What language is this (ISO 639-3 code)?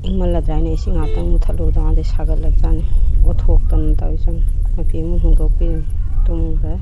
mni